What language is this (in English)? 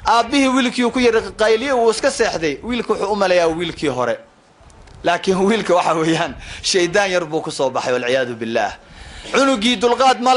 Somali